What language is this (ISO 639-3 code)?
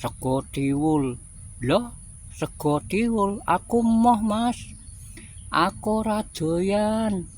jav